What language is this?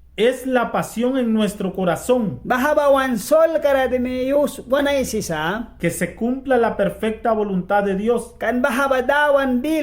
Mískito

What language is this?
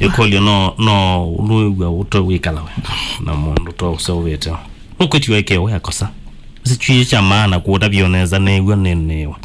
Kamba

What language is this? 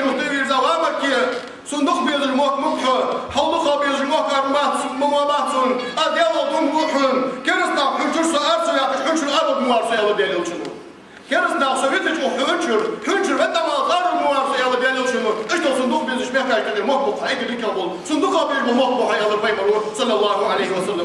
Ingush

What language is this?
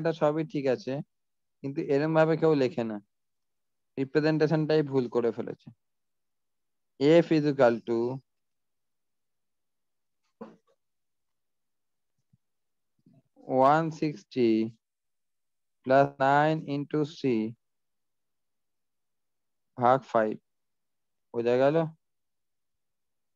Bangla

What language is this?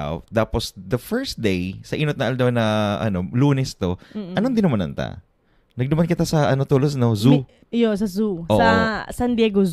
Bikol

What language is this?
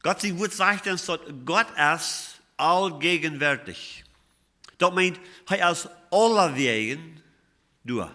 Plautdietsch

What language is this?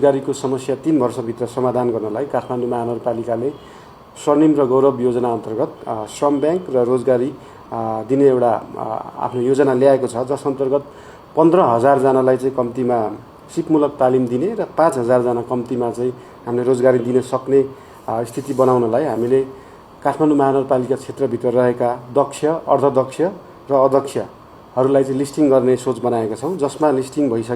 Nepali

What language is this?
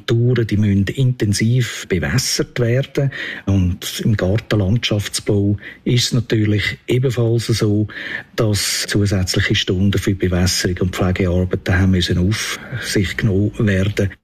German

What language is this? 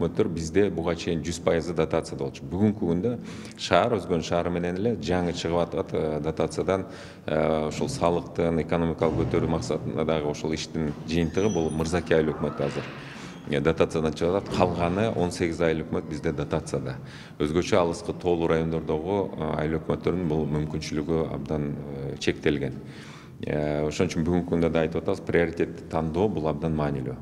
Kyrgyz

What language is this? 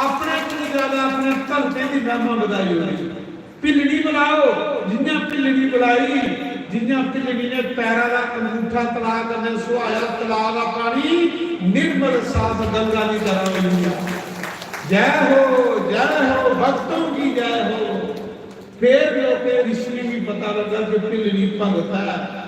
Dogri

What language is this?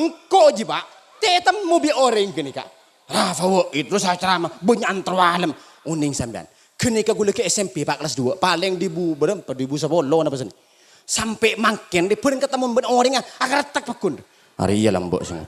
Madurese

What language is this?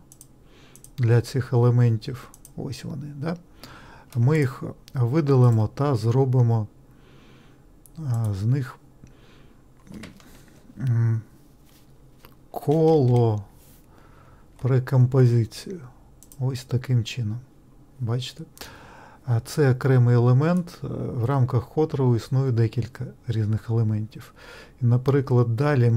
Ukrainian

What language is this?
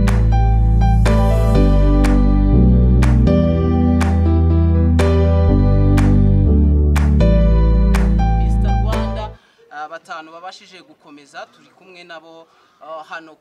Kinyarwanda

